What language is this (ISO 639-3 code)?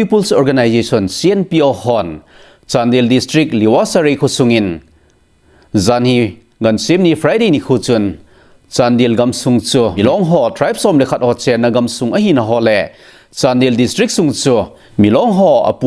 tcz